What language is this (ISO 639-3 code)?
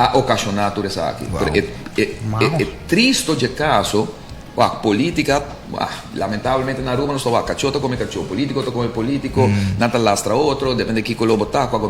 pap